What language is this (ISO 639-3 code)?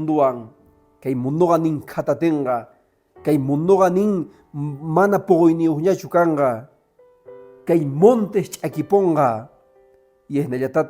que